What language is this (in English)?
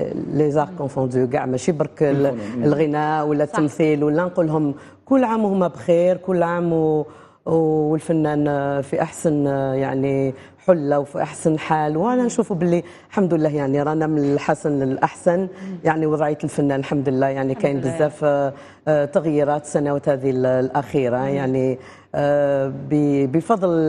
Algerian Arabic